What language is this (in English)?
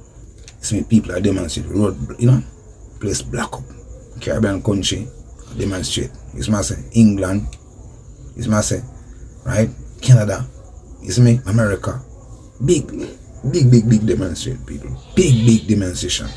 Jamaican Creole English